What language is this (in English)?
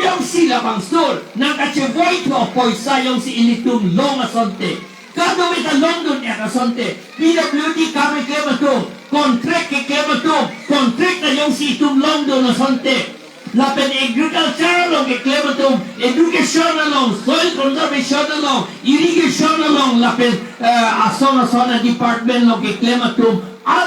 Karbi